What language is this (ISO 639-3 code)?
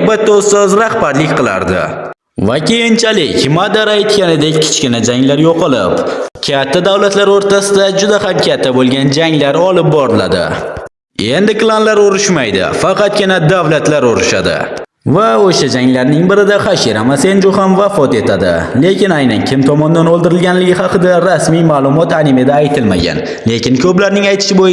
uzb